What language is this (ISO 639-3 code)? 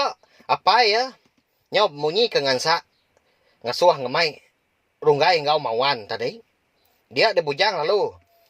iba